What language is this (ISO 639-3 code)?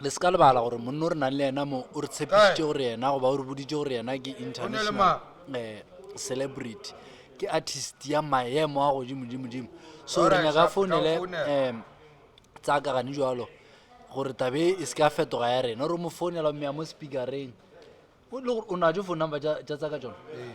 nso